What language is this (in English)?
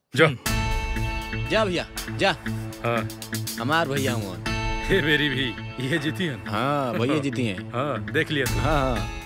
Bhojpuri